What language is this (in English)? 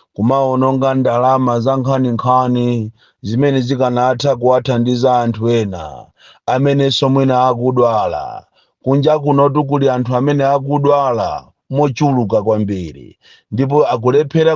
Nyanja